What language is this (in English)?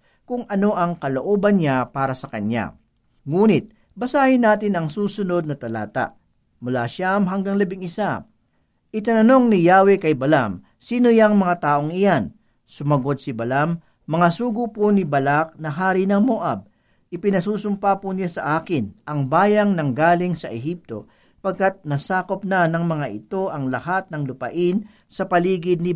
Filipino